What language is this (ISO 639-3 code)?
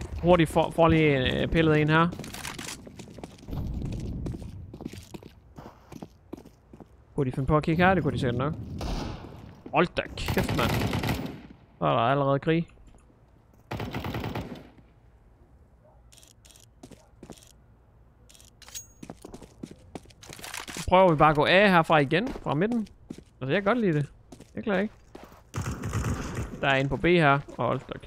dan